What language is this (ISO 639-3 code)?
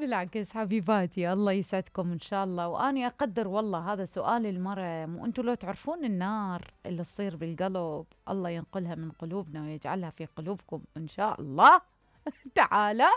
acm